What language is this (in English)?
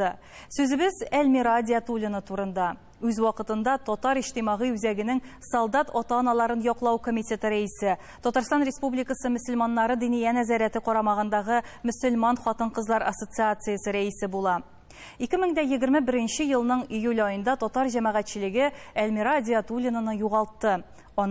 Tatar